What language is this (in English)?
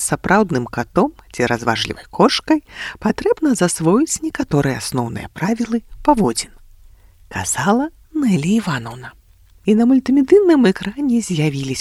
Belarusian